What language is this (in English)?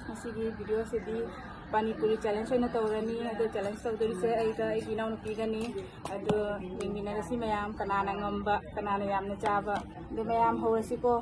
Manipuri